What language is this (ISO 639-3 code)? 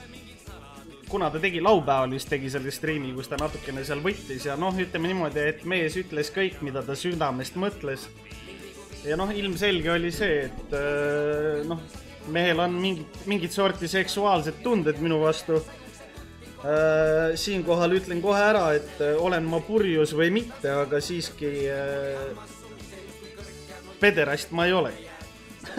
est